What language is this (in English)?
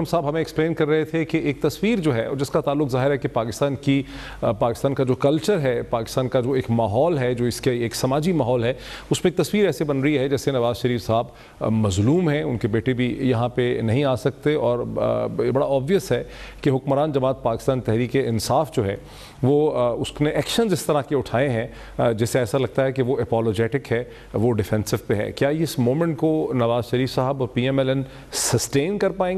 Urdu